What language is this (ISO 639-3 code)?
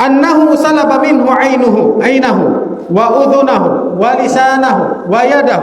tsg